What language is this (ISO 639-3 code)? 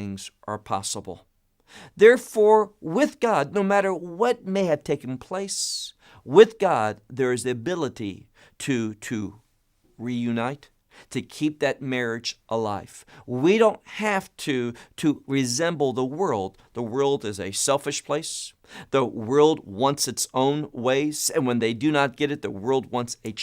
eng